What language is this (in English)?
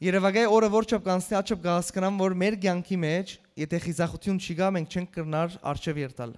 Western Armenian